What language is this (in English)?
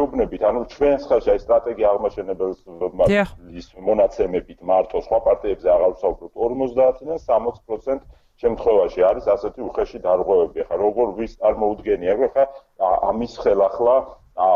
Georgian